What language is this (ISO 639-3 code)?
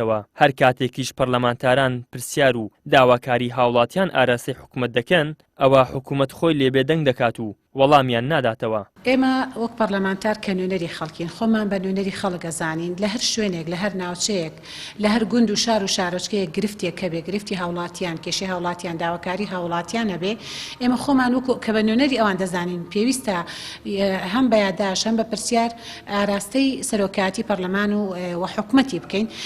ckb